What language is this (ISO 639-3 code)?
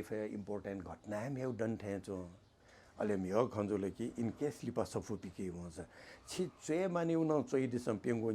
new